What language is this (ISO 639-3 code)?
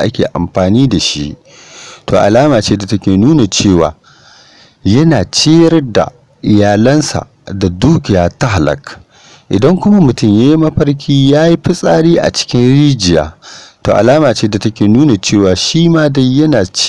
hau